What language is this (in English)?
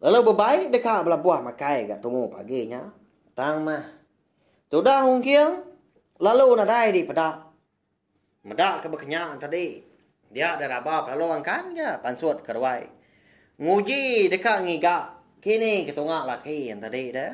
Iban